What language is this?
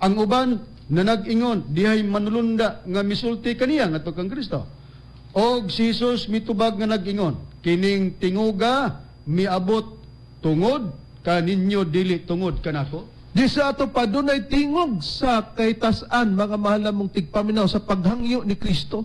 Cebuano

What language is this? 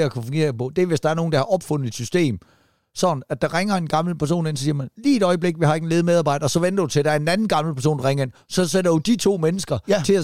Danish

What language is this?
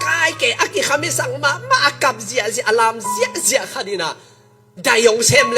Tedim Chin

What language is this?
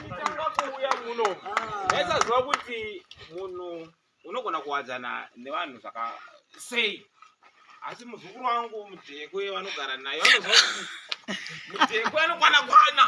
Shona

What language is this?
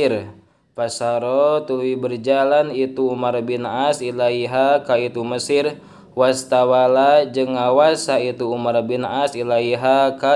Sundanese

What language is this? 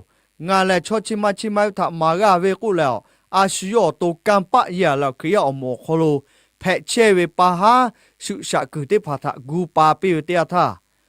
Lahu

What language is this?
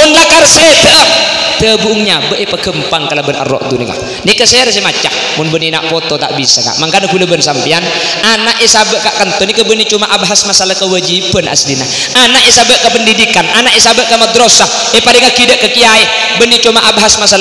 Madurese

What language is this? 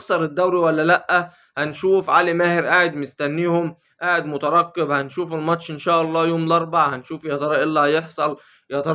Egyptian Arabic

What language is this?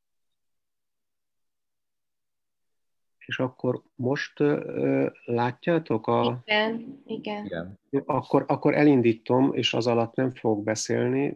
Hungarian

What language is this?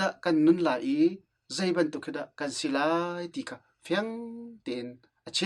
Hakha Chin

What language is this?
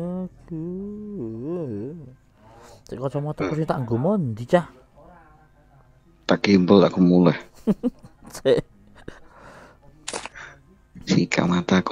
Javanese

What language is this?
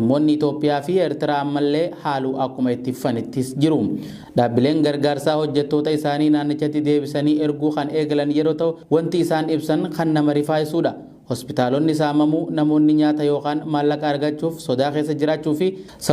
Oromo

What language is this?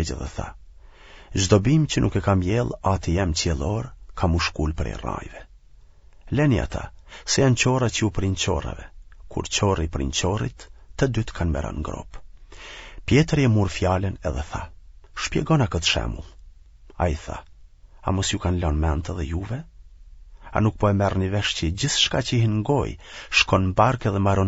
Albanian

